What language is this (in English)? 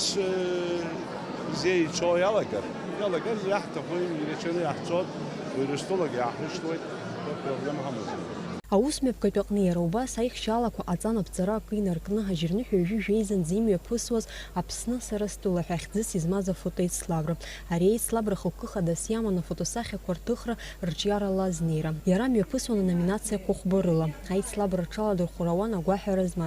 Abkhazian